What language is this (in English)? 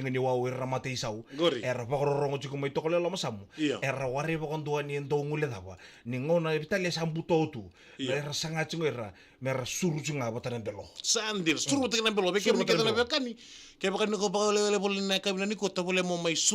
Fijian